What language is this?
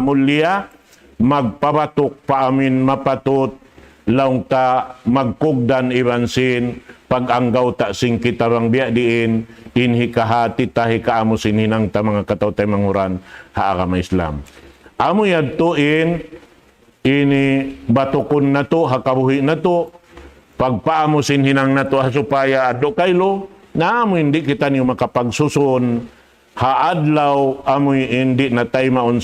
Tausug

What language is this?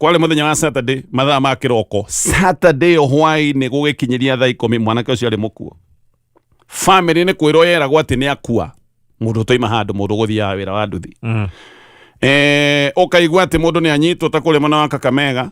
Kikuyu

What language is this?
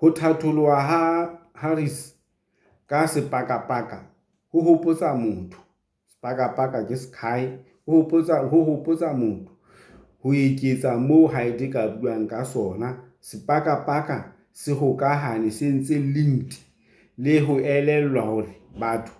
Southern Sotho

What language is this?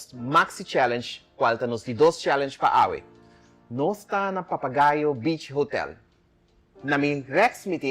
Papiamento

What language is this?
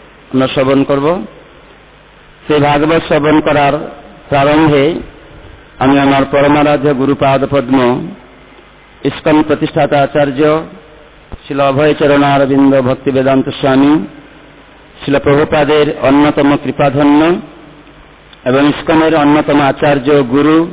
Bangla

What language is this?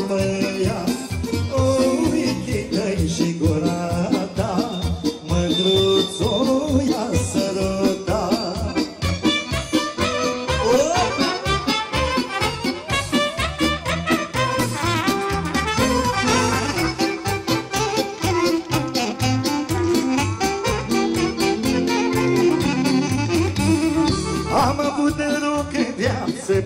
Romanian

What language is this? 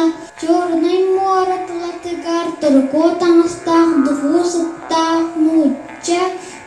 Yakut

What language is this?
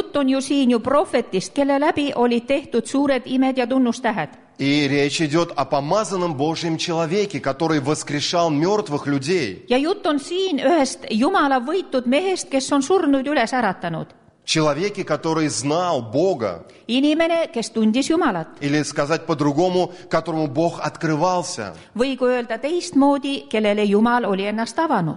Estonian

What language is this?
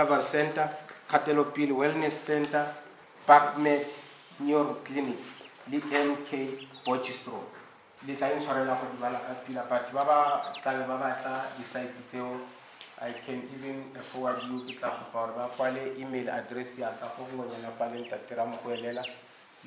Tswana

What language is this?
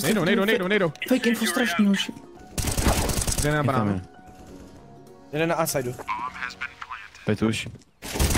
Czech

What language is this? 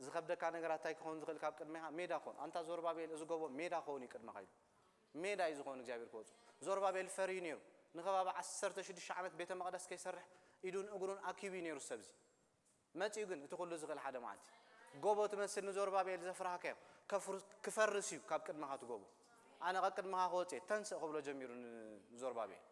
Tigrinya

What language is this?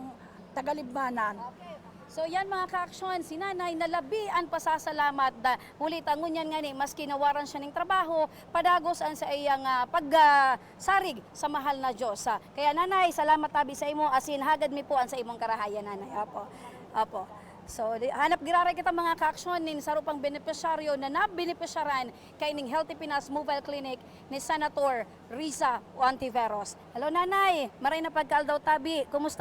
Bikol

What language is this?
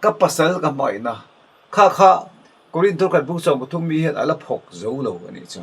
Mizo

